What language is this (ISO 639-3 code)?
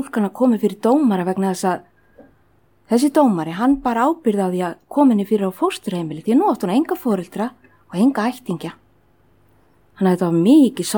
isl